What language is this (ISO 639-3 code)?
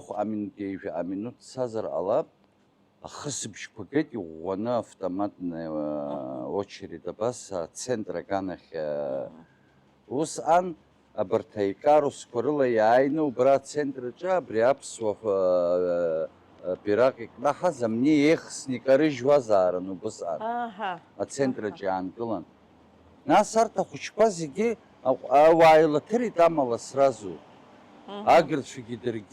abk